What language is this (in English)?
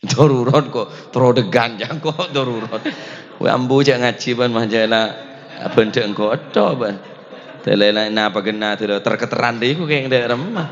Madurese